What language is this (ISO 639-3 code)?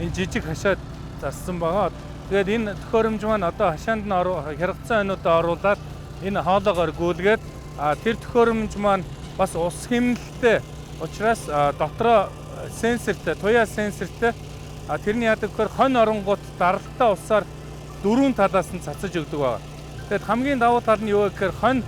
mon